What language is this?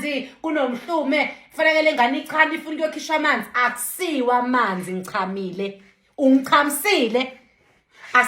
Zulu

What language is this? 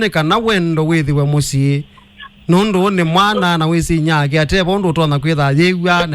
Kamba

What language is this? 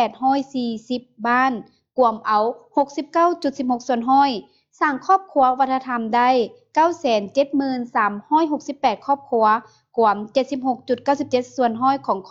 Lao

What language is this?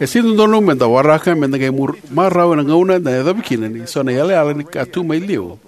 Fijian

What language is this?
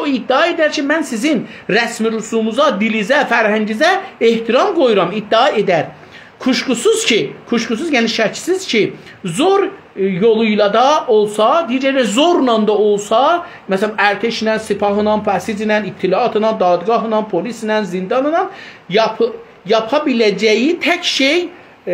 South Azerbaijani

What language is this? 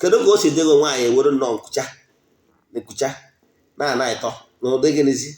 Igbo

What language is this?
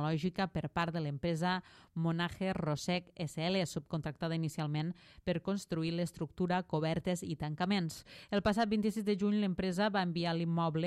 Catalan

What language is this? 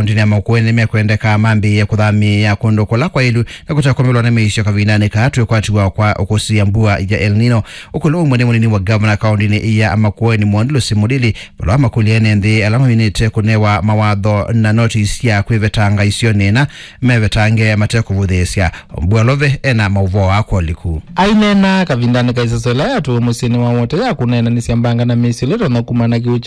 Kamba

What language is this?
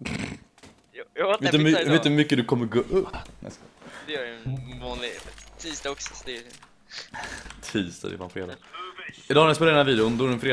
Swedish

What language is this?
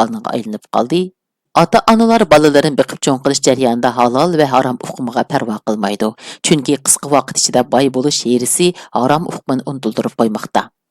Uyghur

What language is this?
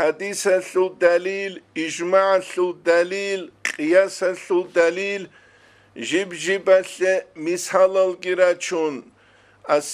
Avaric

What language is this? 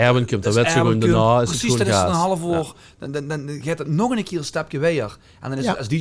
Limburgish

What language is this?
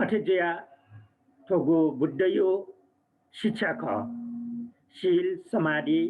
Newari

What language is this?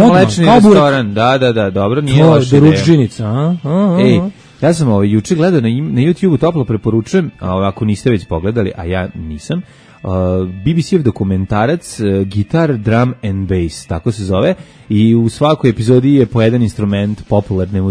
Serbian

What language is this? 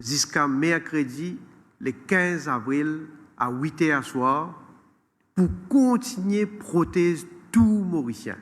Morisyen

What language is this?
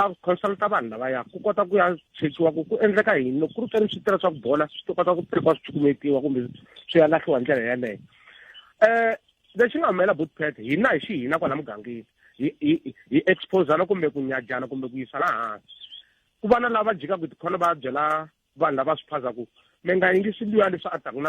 Tsonga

